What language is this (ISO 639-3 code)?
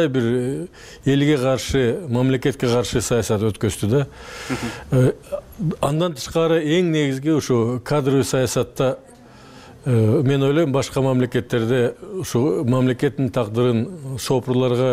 kir